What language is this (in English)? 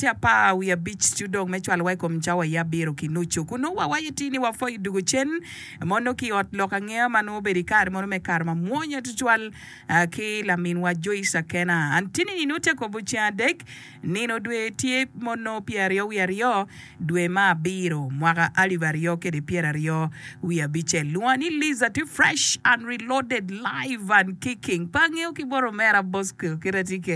Acoli